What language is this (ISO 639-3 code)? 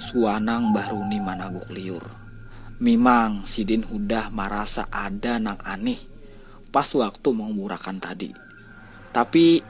bjn